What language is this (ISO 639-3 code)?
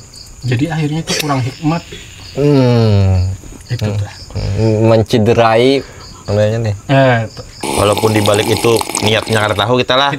bjn